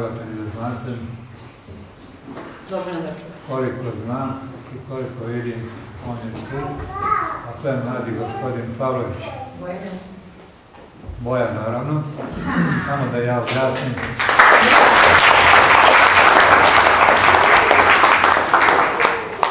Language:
Serbian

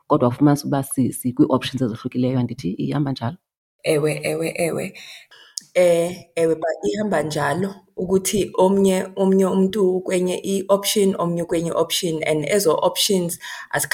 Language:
Xhosa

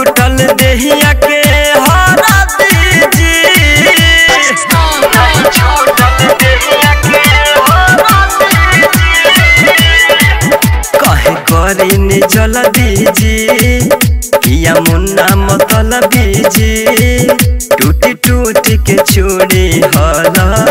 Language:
Bhojpuri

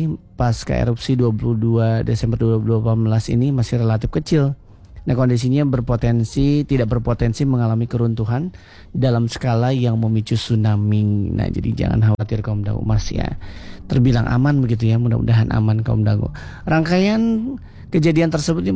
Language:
Indonesian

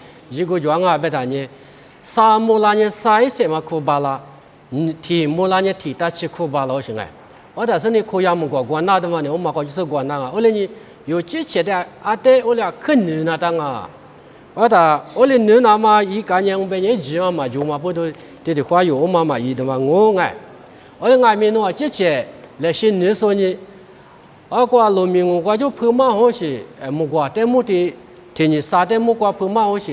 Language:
Lisu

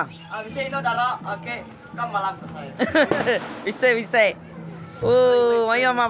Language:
Iban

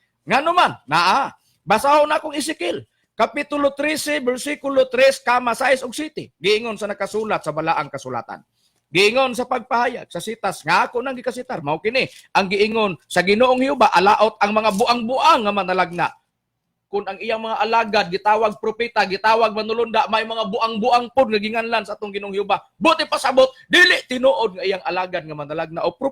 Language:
Cebuano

